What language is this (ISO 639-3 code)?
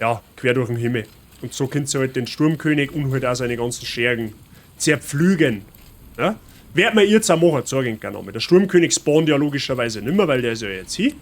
bar